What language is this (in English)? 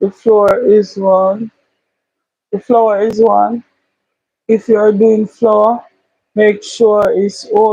Jamaican Creole English